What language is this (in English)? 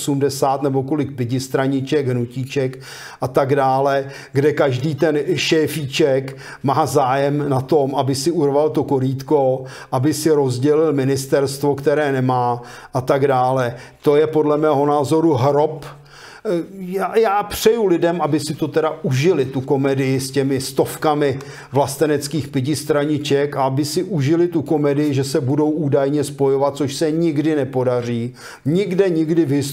Czech